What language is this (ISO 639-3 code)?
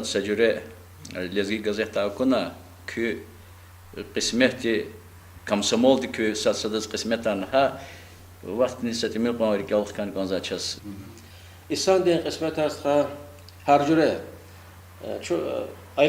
lez